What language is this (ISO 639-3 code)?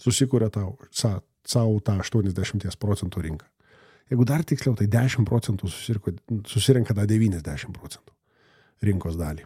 lit